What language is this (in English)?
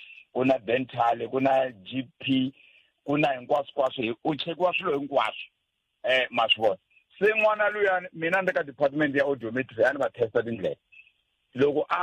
Tsonga